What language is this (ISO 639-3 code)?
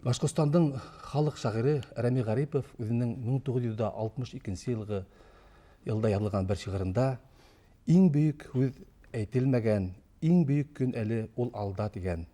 bak